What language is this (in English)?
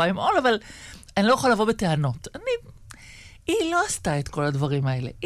Hebrew